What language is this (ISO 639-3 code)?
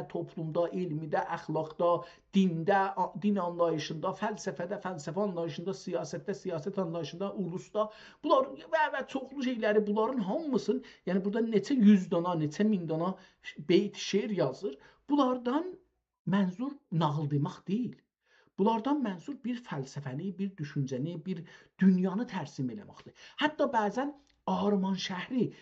azb